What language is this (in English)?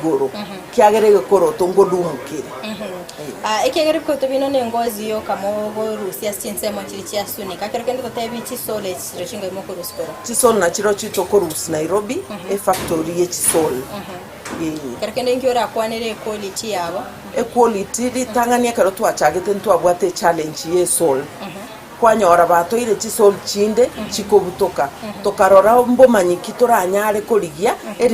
Gusii